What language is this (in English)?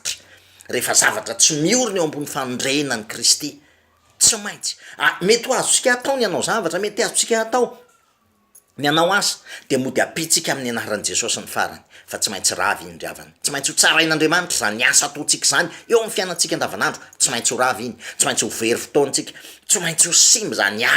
Malagasy